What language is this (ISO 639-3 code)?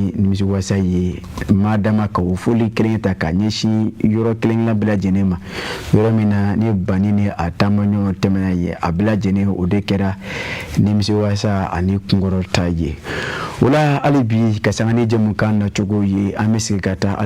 bam